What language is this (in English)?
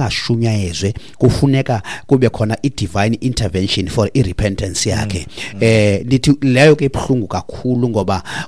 Xhosa